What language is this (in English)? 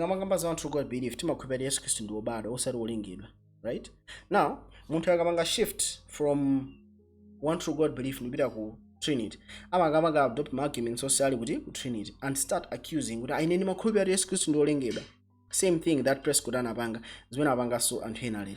Nyanja